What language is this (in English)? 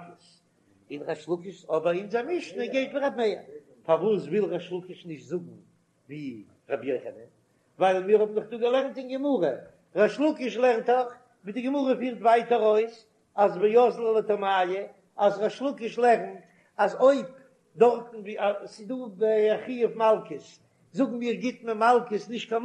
Yiddish